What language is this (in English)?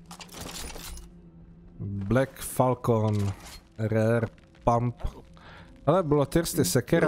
Czech